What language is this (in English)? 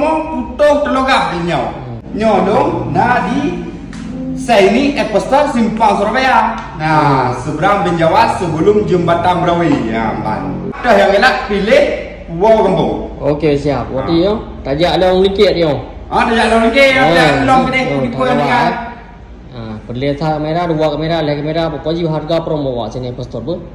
Achinese